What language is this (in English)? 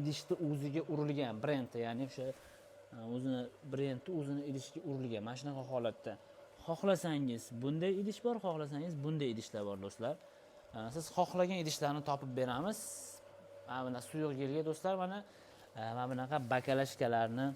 Uzbek